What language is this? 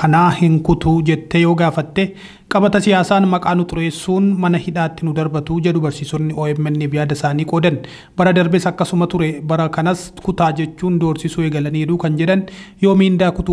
Oromo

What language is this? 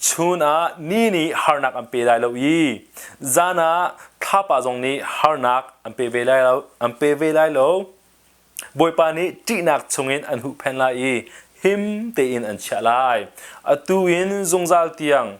Hakha Chin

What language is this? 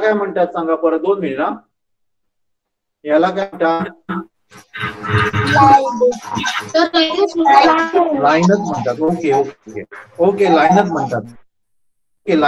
Marathi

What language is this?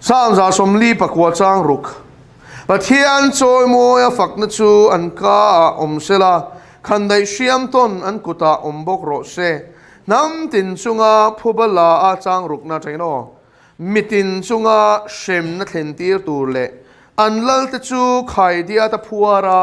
Mizo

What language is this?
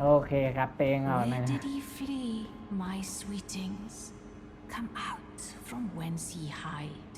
Shan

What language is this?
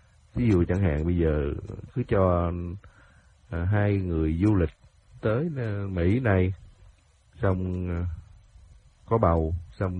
Vietnamese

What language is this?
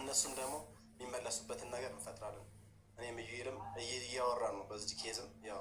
Amharic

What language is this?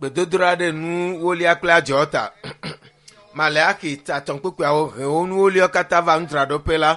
Ewe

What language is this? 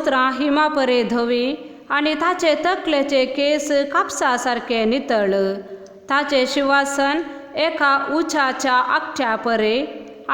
Konkani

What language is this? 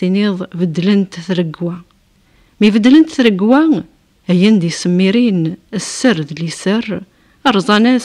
Kabyle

